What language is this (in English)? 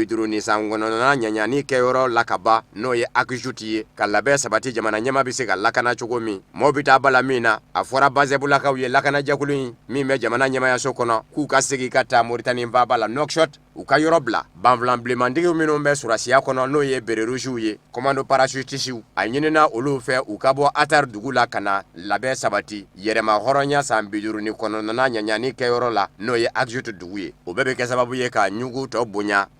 Bambara